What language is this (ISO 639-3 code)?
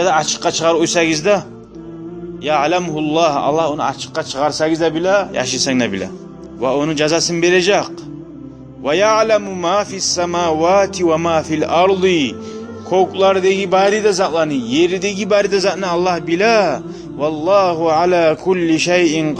kum